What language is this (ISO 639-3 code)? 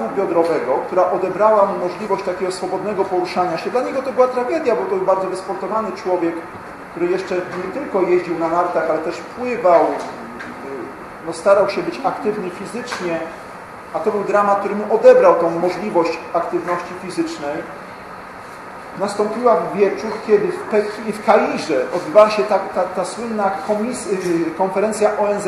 pol